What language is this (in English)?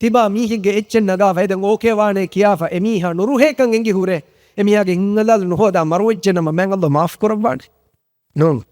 Divehi